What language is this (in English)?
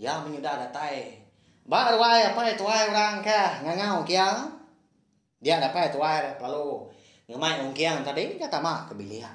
Iban